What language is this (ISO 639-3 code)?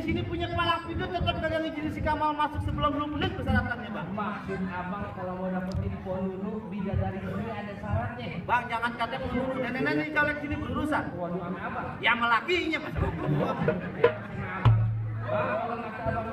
bew